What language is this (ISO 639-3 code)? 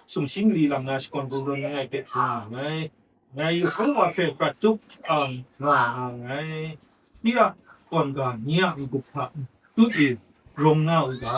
kac